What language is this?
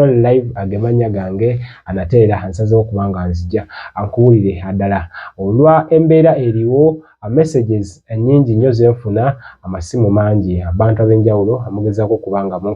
Ganda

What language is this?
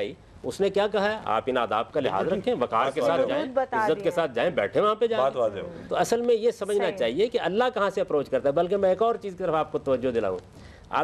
Urdu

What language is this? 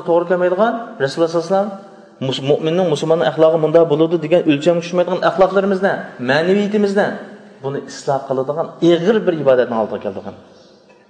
Uyghur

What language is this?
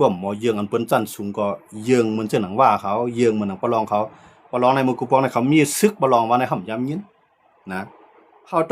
Shan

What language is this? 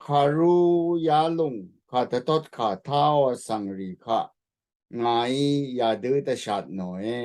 Rawang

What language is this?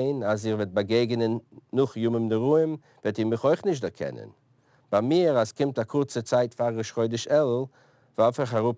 Yiddish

